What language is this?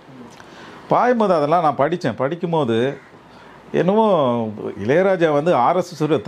Tamil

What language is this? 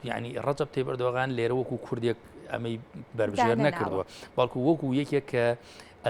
Central Kurdish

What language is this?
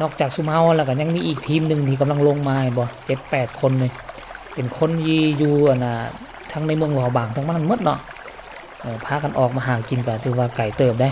Northeastern Thai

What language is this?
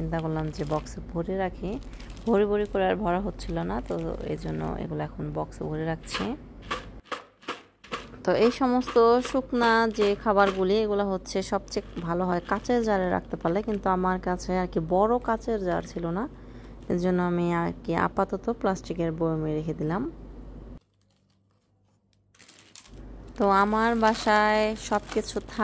Bangla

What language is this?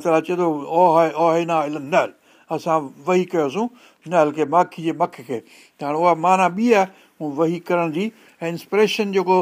Sindhi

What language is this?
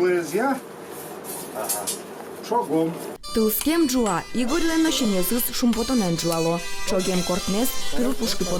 Udmurt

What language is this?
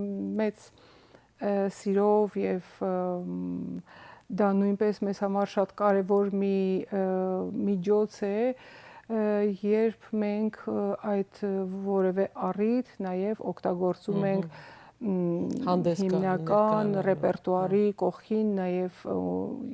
Western Armenian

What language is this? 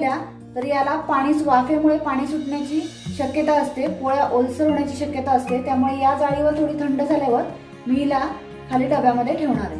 Marathi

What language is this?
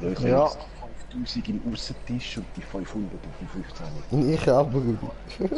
Swiss German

